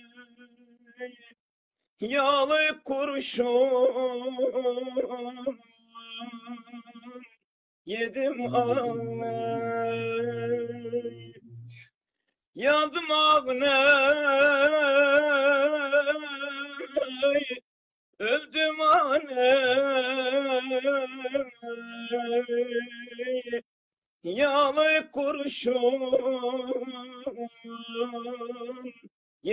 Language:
Turkish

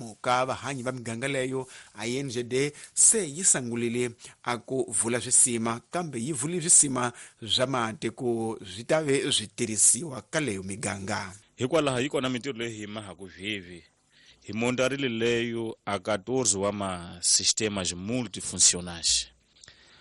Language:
Tsonga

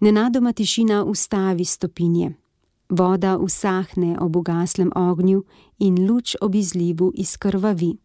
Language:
Slovenian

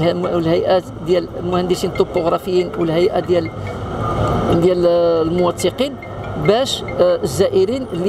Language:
Moroccan Arabic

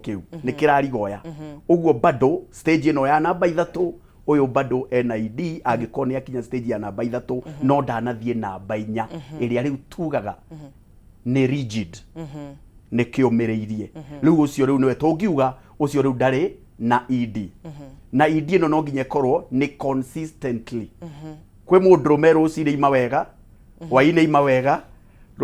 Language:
Kikuyu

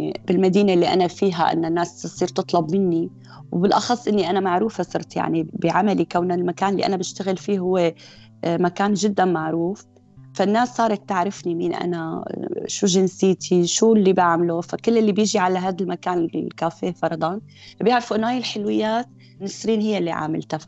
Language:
North Levantine Arabic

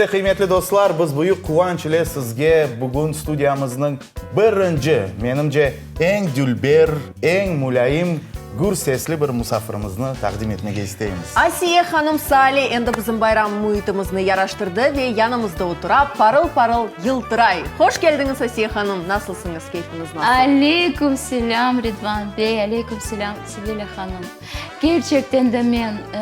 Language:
Crimean Tatar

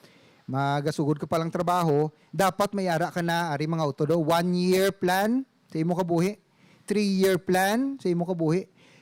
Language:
Hiligaynon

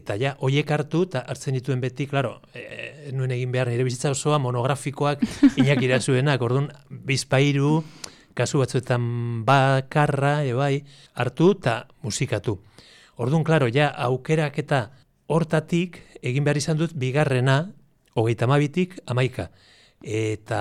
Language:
Basque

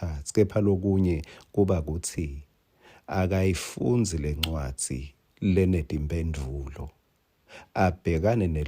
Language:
Swati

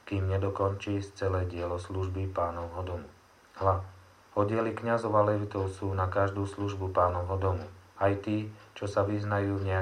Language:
Slovak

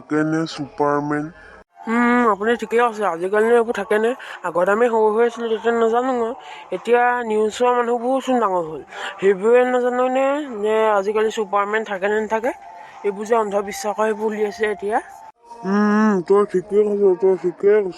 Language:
Assamese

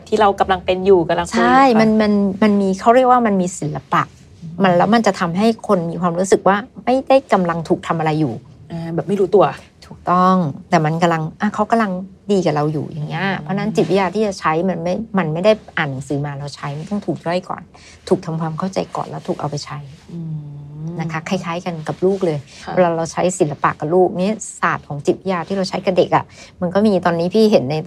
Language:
Thai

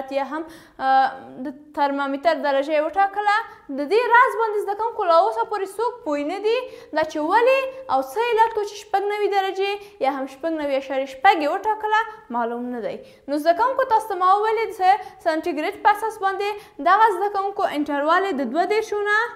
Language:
Pashto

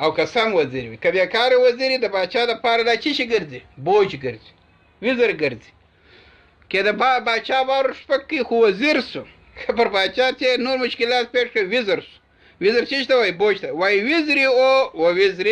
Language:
Pashto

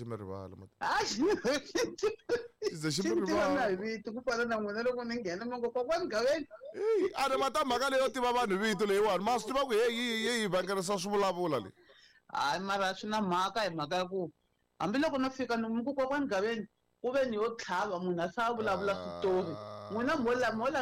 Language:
Tsonga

